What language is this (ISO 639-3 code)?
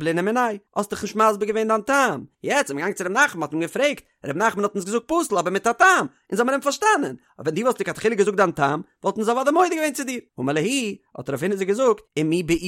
yid